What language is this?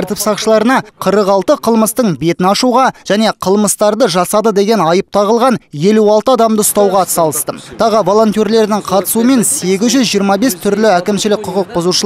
Kazakh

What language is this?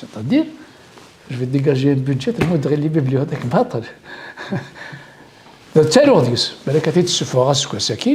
Kabyle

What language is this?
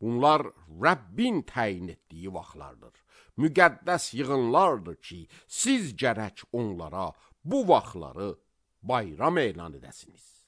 Azerbaijani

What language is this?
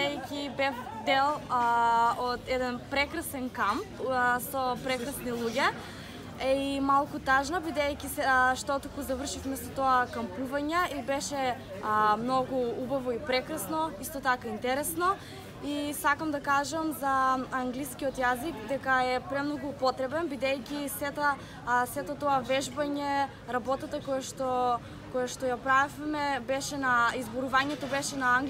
Macedonian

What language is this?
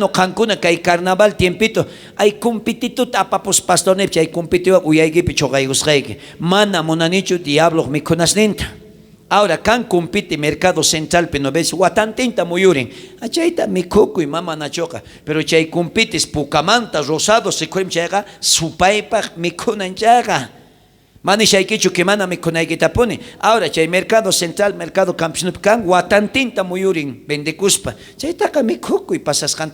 South Bolivian Quechua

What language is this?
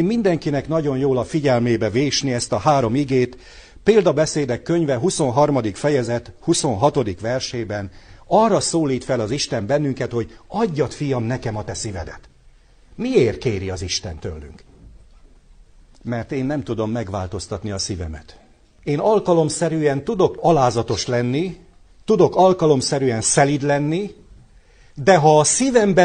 Hungarian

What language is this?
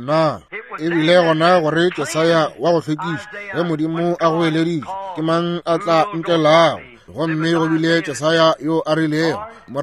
Northern Sotho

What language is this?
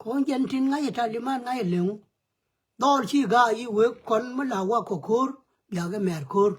Nuer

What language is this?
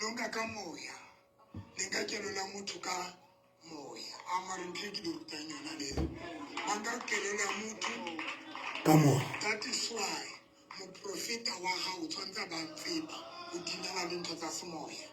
Southern Sotho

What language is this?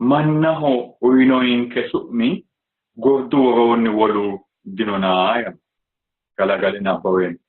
Sidamo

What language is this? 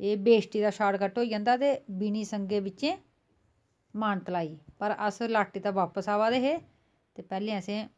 Dogri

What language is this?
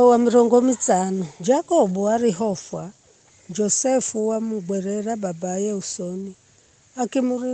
Giryama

